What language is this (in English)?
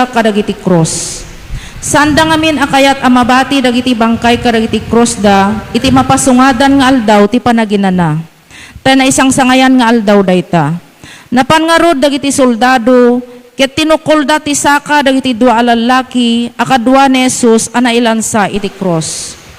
Iloko